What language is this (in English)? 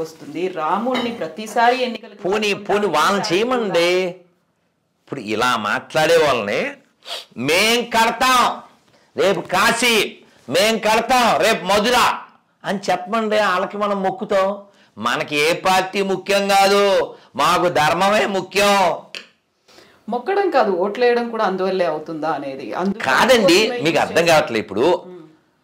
Telugu